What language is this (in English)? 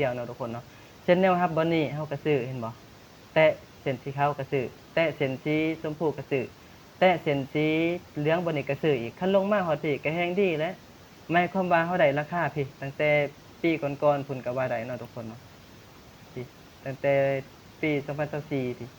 Lao